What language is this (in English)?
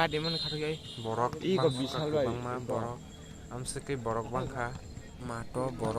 Kok Borok